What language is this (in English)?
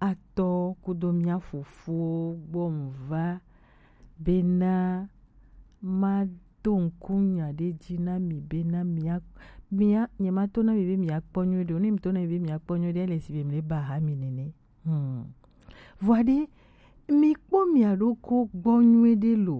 Gen